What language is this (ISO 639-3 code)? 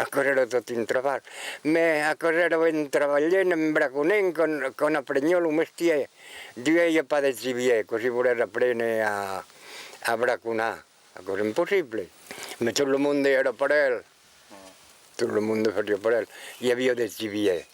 oci